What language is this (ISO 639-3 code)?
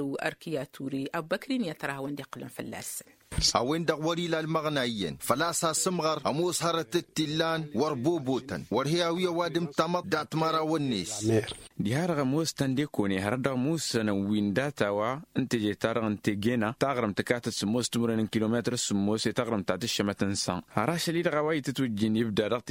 taq